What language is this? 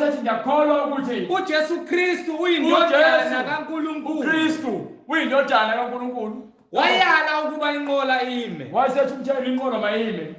Zulu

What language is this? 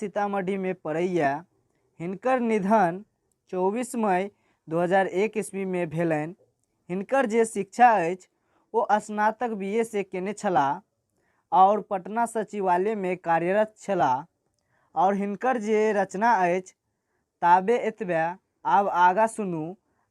Maithili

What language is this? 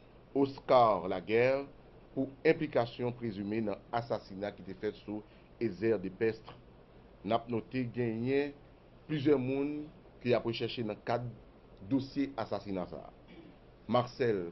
Haitian Creole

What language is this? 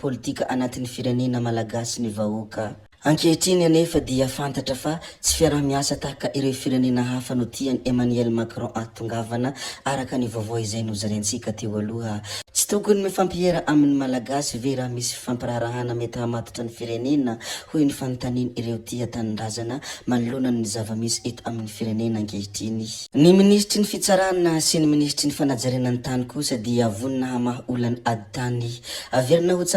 Malagasy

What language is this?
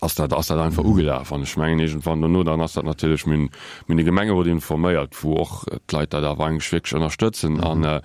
Luxembourgish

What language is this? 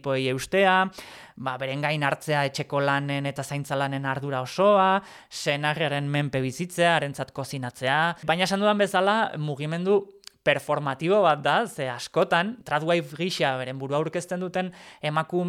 Basque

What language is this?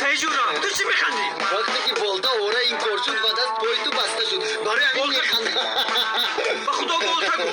Tajik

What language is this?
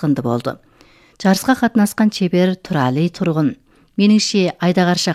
Kazakh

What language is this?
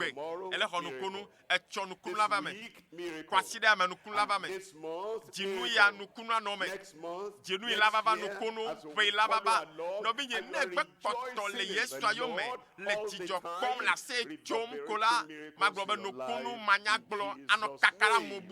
Ewe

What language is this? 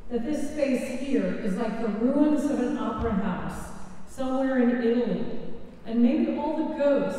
English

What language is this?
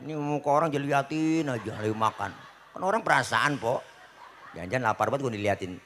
Betawi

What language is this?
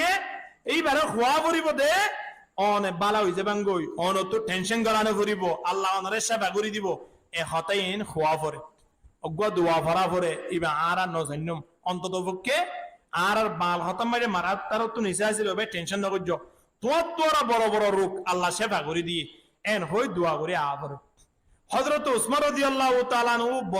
Rohingya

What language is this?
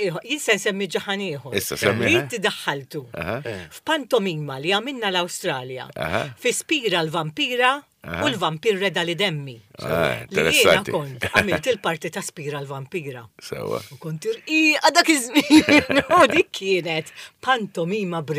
Maltese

